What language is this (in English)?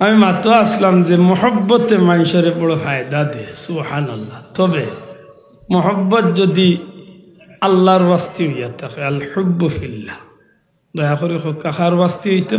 Sylheti